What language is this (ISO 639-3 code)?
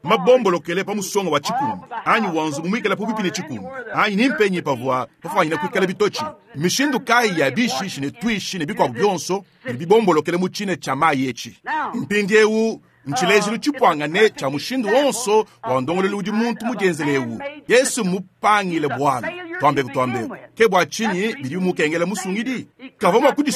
lua